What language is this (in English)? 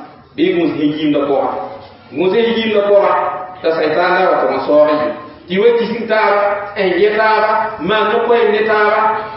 Mossi